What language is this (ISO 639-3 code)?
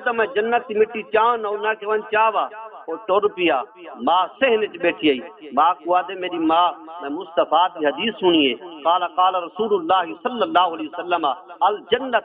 skr